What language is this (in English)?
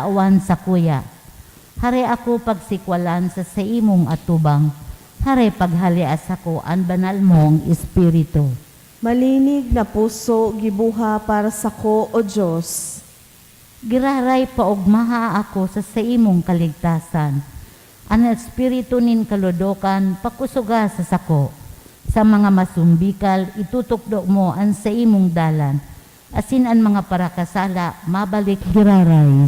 Bikol